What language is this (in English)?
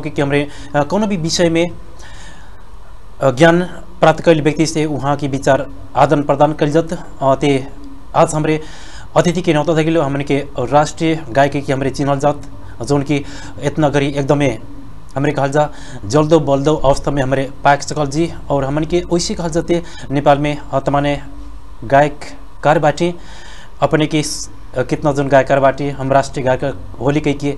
Bhojpuri